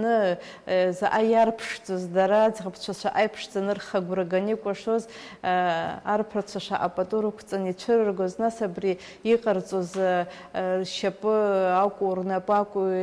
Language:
Abkhazian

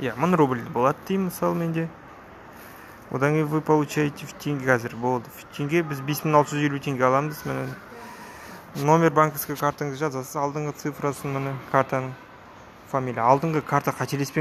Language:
Kazakh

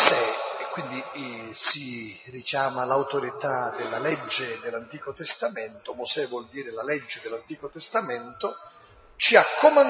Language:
Italian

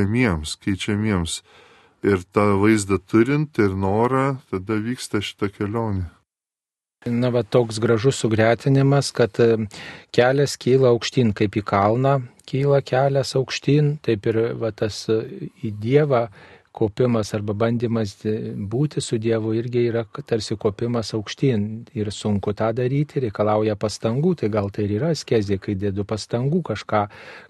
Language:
Lithuanian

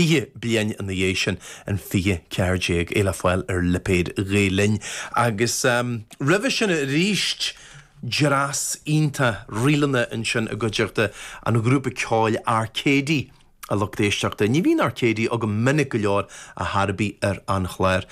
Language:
Irish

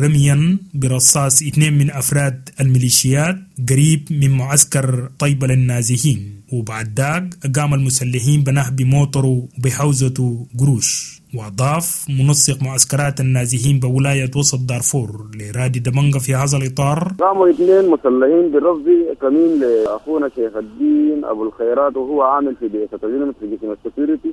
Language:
Sudanese Arabic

